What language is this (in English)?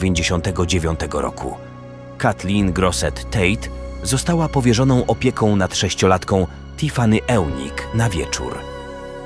Polish